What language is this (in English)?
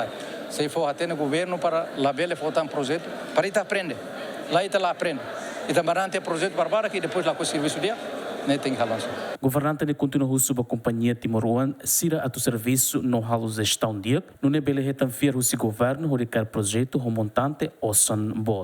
Tetum